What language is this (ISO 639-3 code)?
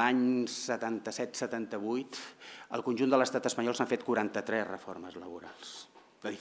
cat